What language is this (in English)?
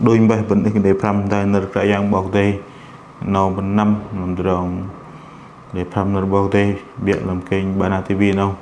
Bahnar